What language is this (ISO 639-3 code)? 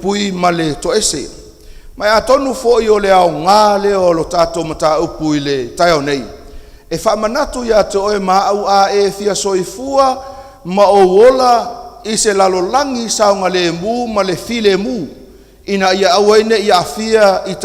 smo